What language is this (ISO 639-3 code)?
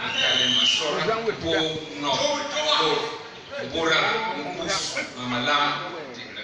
bas